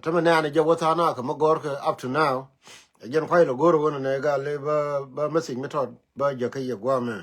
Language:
Nuer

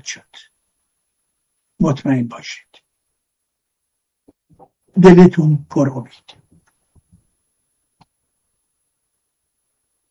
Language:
Persian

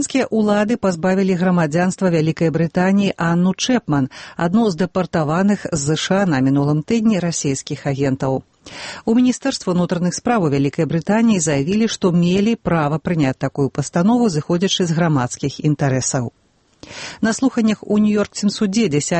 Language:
Belarusian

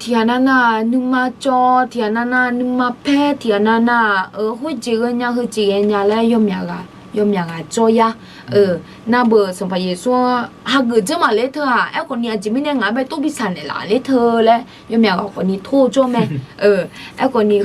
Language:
Akha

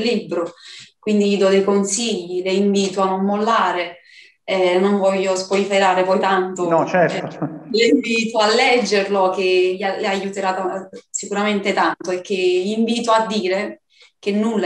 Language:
Italian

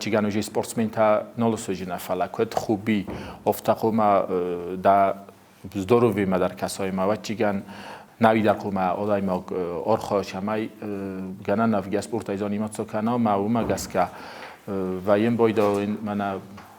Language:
Ossetic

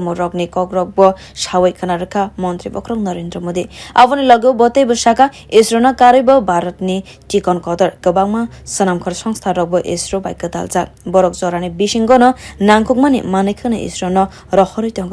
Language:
Kok Borok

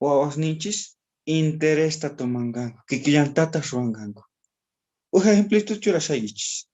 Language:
South Bolivian Quechua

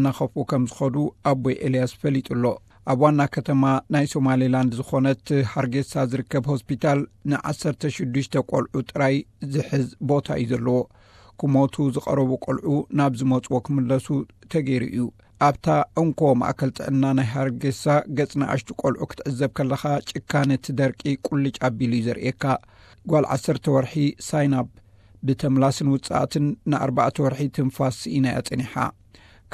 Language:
Tigrinya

